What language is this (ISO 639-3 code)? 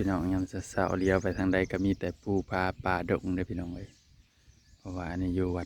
tts